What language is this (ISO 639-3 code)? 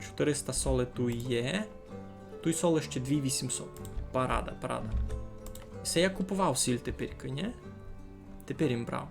rue